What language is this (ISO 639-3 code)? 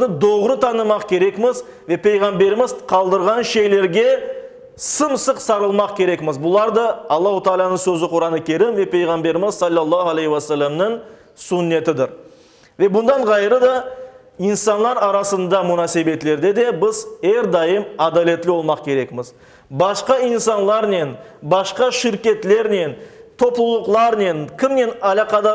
crh